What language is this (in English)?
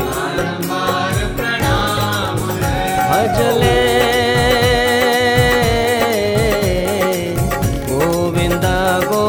Hindi